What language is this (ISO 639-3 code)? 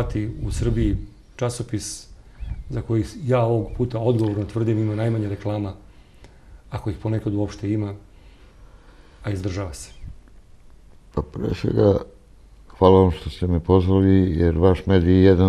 srp